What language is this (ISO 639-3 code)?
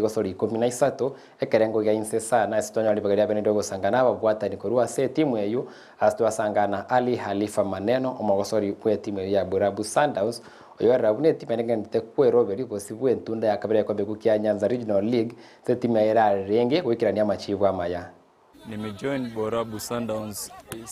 guz